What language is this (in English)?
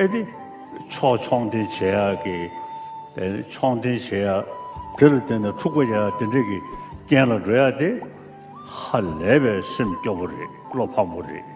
Tibetan